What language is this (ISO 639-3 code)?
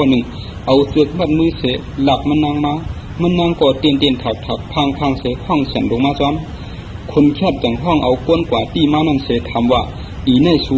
shn